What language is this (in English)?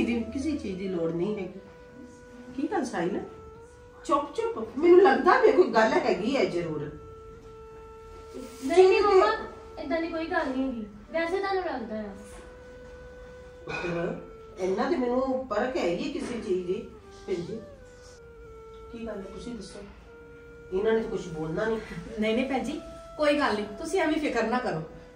Punjabi